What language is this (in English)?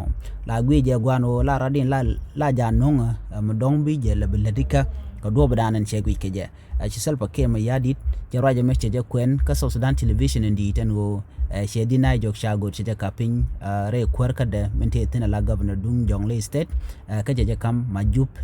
Nuer